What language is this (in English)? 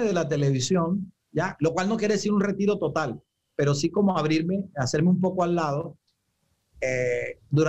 Spanish